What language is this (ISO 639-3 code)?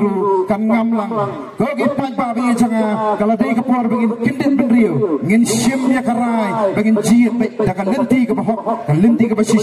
kha